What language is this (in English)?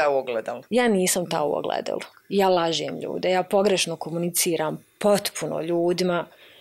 Bosnian